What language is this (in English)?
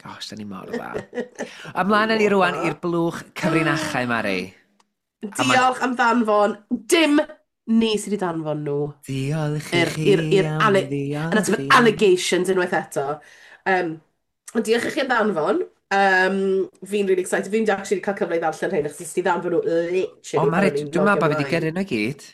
Welsh